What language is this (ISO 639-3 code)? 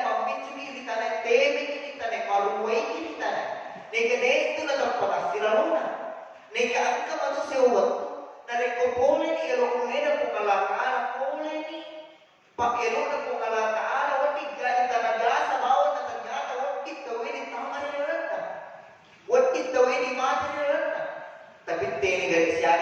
bug